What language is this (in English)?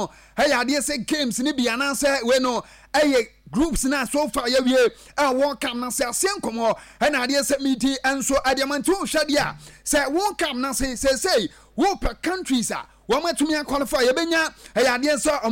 Akan